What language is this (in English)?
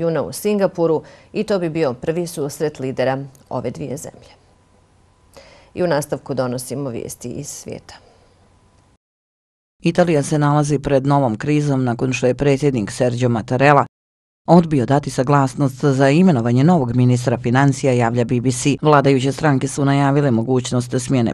Bosnian